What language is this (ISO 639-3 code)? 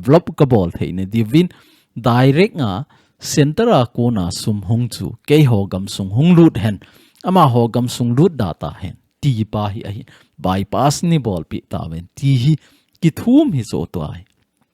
tcz